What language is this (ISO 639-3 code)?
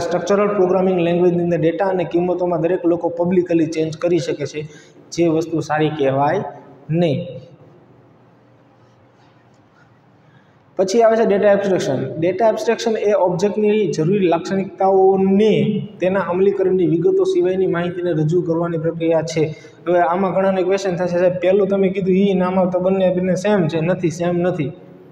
guj